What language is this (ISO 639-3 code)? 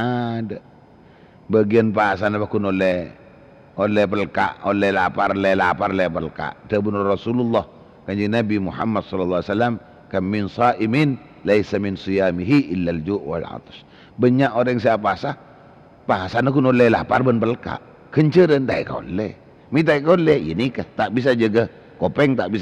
mad